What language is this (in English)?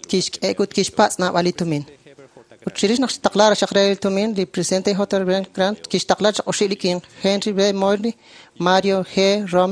Kekchí